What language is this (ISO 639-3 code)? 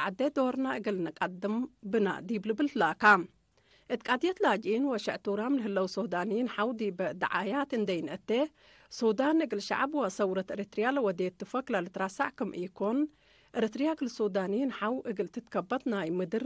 tig